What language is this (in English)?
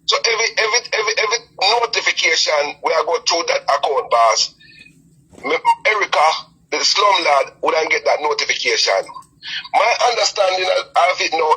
Jamaican Creole English